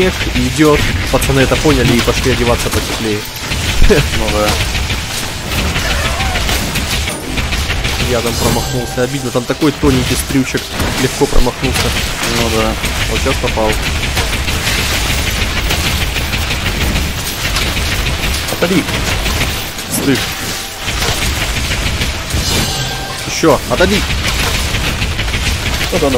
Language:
Russian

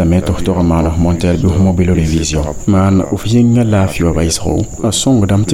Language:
Mossi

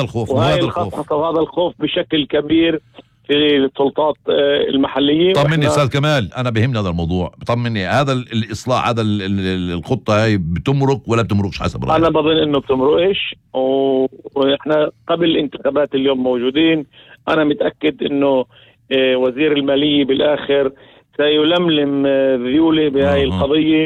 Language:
North Levantine Arabic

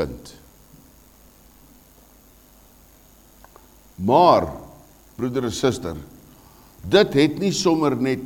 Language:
Afrikaans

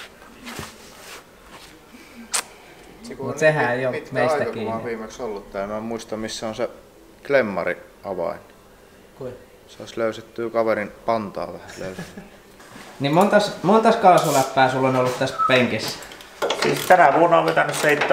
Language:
Finnish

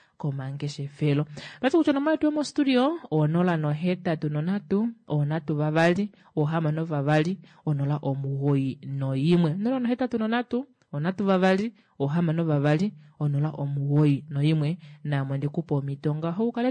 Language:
Kuanyama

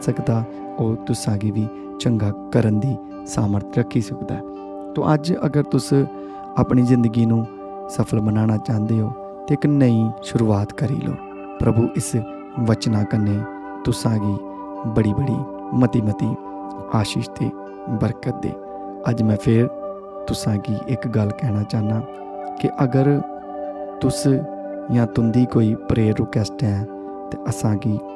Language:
Dogri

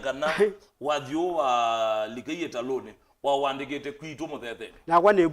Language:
Kamba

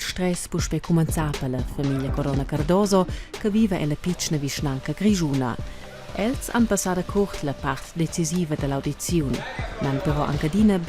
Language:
Romansh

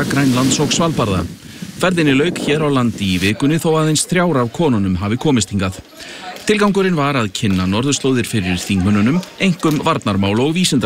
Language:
Icelandic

